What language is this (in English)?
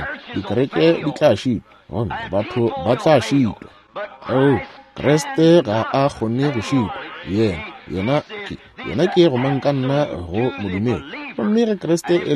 Northern Sotho